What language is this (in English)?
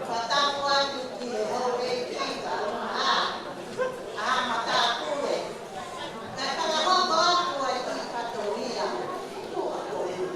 Tongan